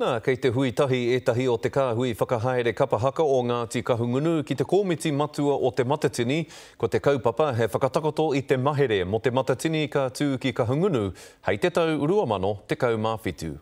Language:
Māori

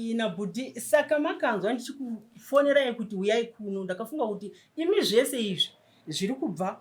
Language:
Shona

